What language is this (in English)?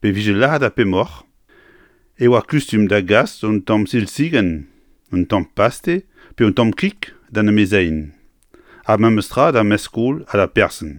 Breton